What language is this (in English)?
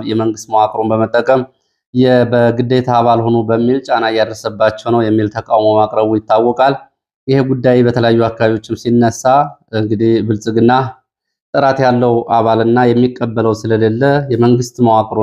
Amharic